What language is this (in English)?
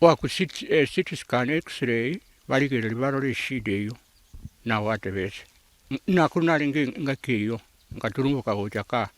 Gusii